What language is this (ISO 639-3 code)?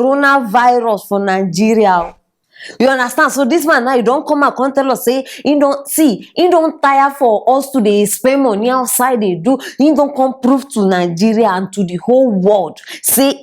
pcm